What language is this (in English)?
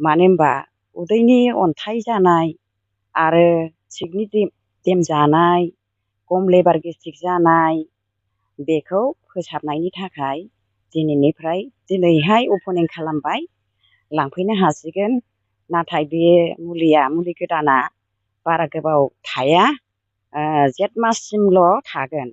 Bodo